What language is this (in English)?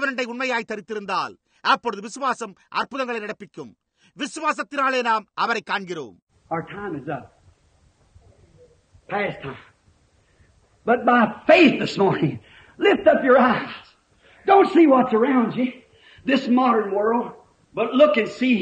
Tamil